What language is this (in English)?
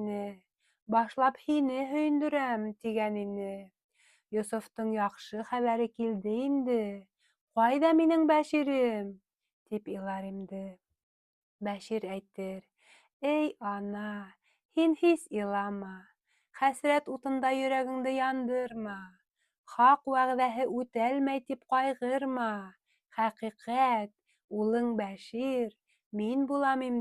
Bashkir